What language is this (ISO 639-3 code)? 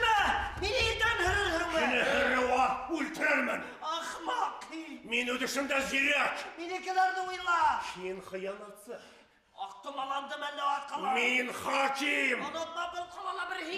bak